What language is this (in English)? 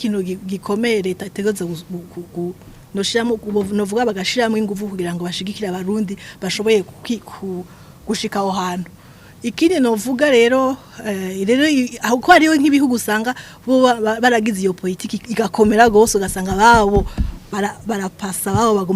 Rundi